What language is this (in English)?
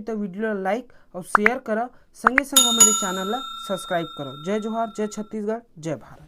Chhattisgarhi